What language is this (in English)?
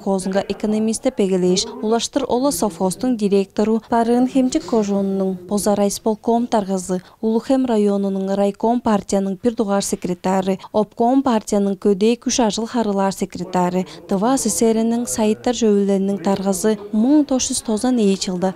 Tuvinian